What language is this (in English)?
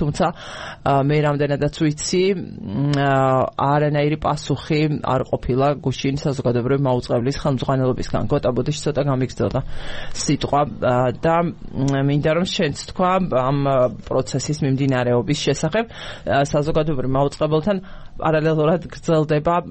Georgian